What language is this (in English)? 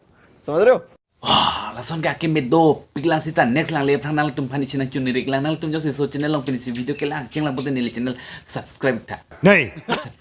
Karbi